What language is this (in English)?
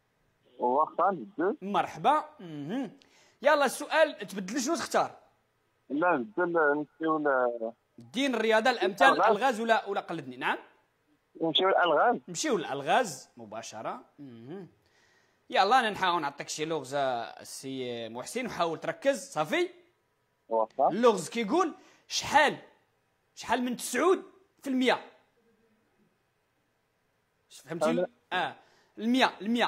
Moroccan Arabic